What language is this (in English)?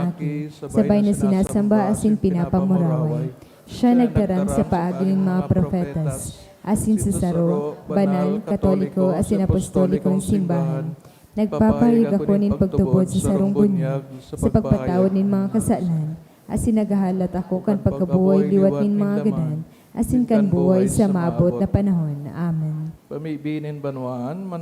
Bikol